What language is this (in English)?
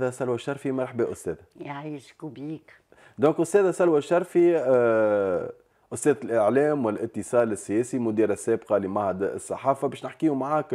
Tunisian Arabic